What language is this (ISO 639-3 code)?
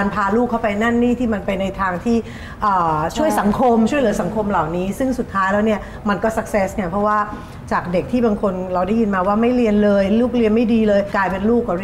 tha